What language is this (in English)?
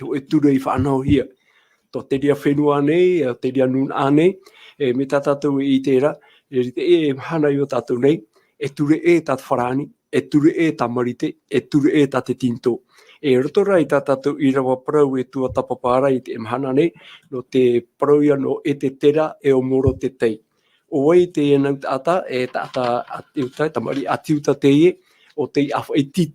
Tahitian